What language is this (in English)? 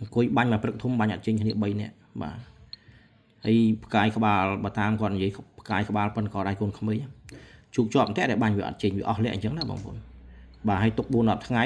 Khmer